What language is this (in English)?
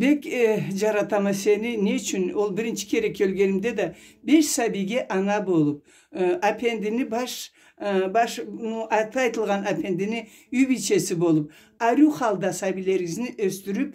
Karachay-Balkar